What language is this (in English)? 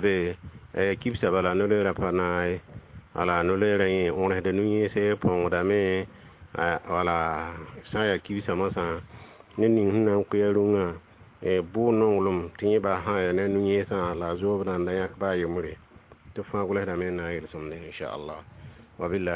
Mossi